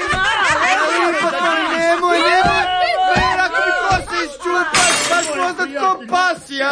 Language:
Croatian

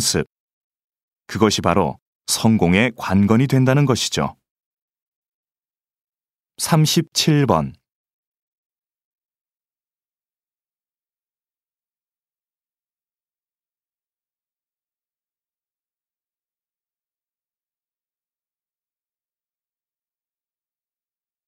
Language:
Korean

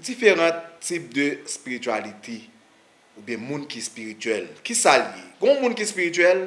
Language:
Haitian Creole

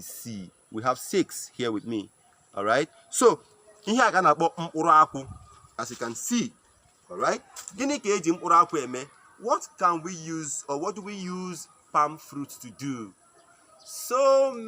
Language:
Igbo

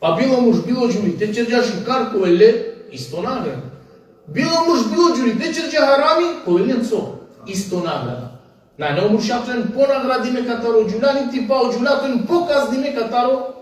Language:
Balkan Romani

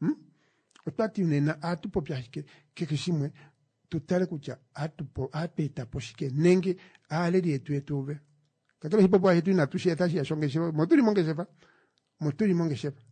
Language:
Kuanyama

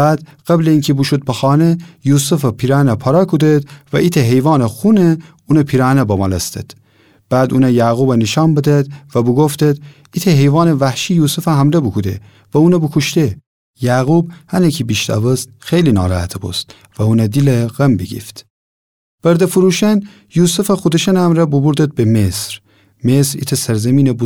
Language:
Gilaki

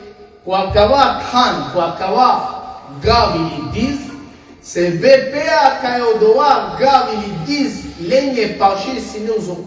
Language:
Balkan Romani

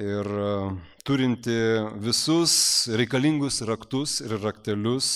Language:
Lithuanian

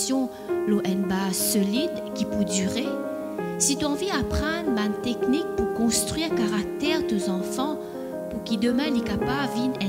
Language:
Morisyen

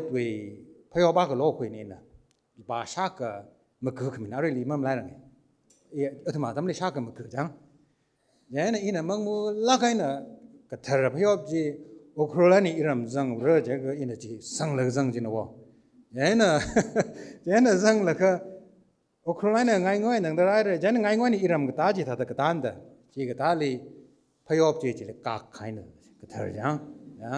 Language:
Tangkhul Naga (India)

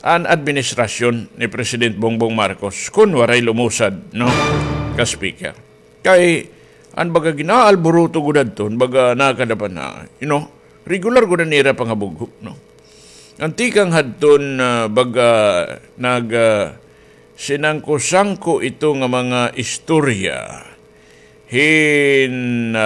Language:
Waray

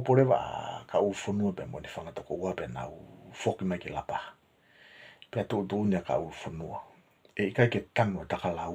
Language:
Tongan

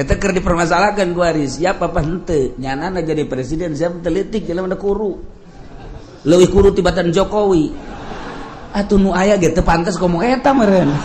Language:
Sundanese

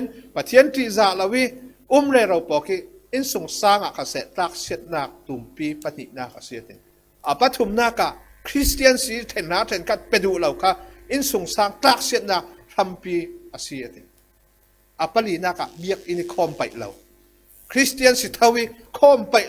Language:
Falam Chin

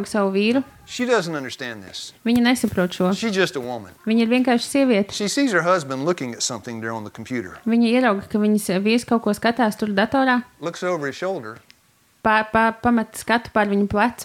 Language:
Latvian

